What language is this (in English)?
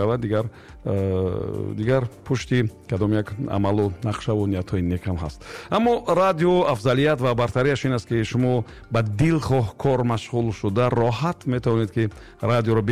Tajik